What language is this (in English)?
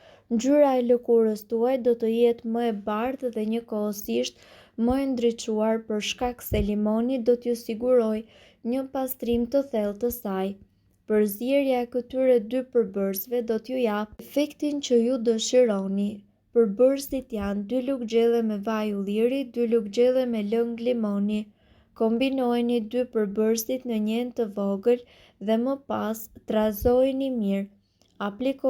Albanian